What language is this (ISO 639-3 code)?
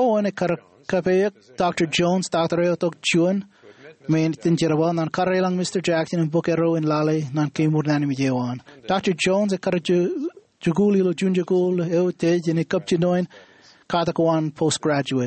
mah